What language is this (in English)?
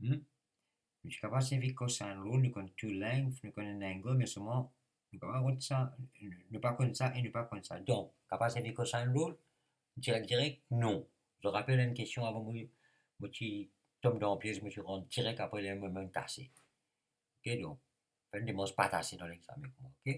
Morisyen